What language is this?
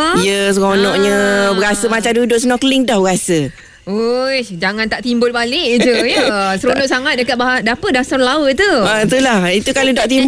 Malay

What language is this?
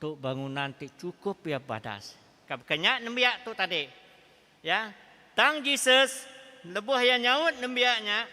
Iban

